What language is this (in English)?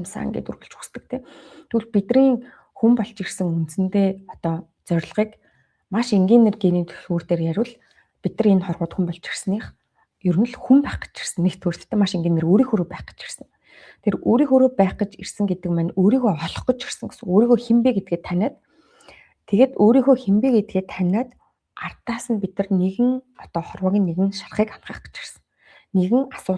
Mongolian